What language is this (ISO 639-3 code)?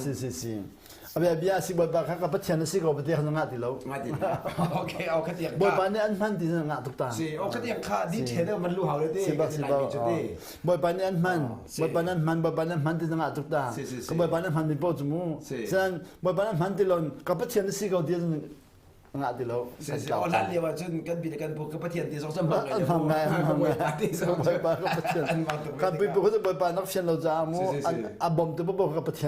cnh